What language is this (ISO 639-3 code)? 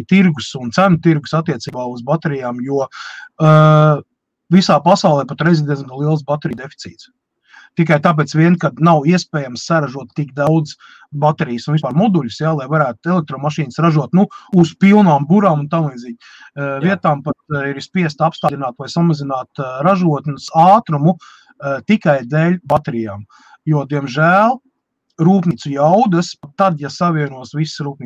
lav